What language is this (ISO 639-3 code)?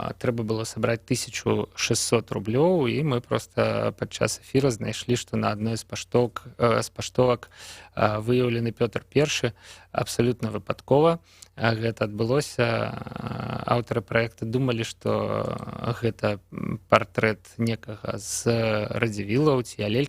bel